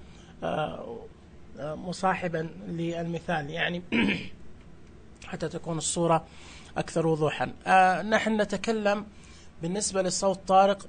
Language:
Najdi Arabic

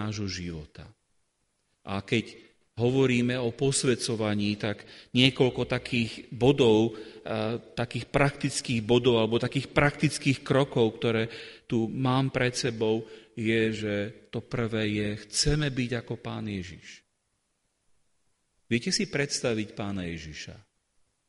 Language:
Slovak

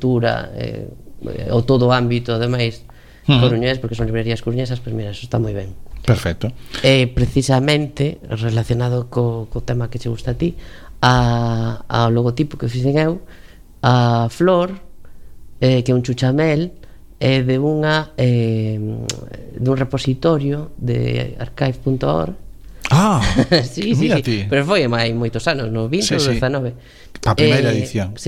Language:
Galician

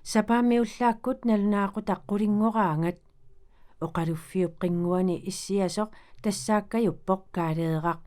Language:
Kalaallisut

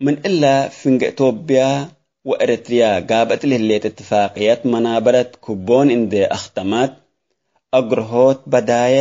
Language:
Tigre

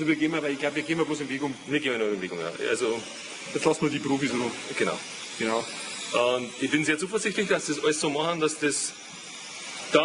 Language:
Bavarian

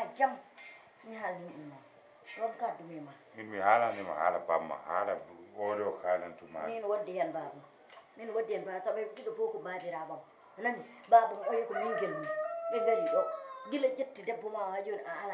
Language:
Fula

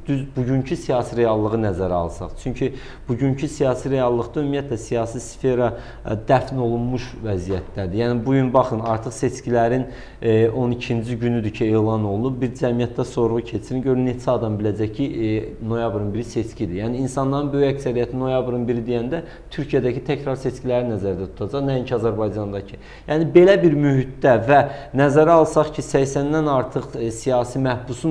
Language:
Azerbaijani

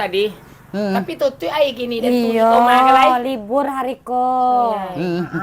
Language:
Minangkabau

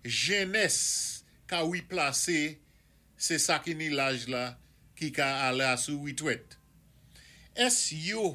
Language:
Saint Lucian Creole French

